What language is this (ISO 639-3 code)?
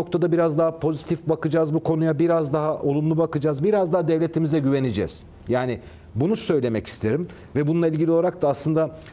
tur